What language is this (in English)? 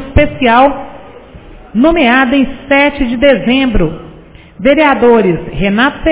Portuguese